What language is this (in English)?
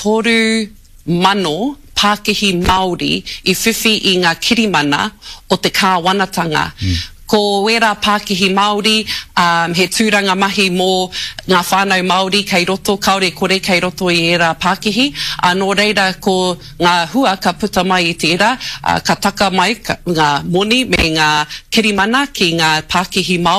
Māori